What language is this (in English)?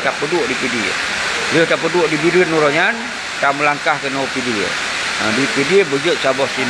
Achinese